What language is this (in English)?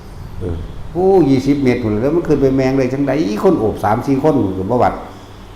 Northeastern Thai